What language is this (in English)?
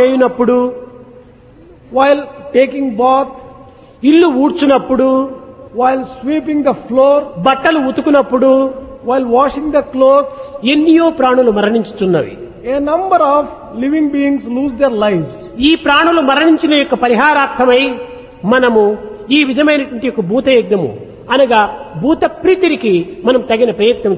Telugu